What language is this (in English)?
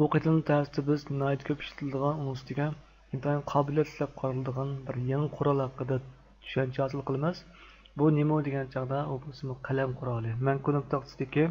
Uyghur